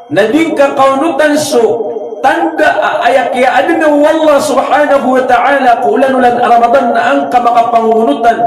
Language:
Maranao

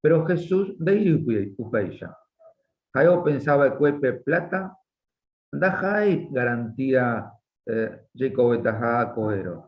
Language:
Guarani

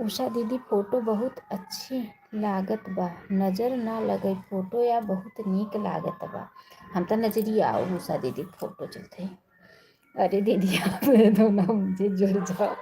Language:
Awadhi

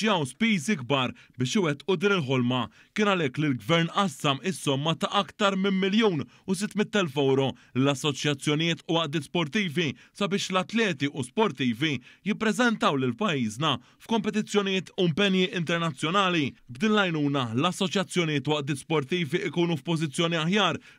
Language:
Maltese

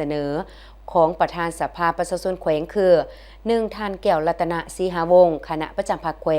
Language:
Lao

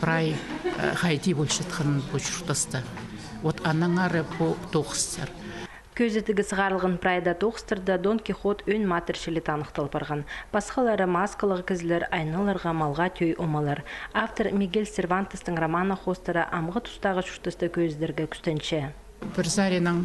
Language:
Khakas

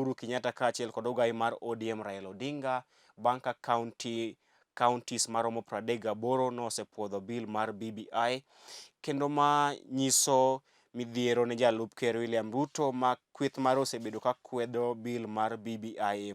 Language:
Luo (Kenya and Tanzania)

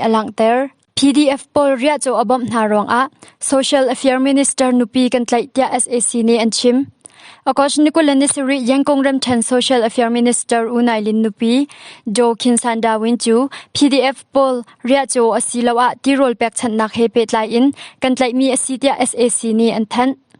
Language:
Hakha Chin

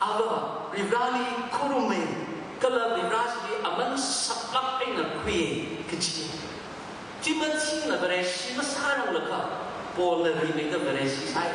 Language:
Tangkhul Naga (India)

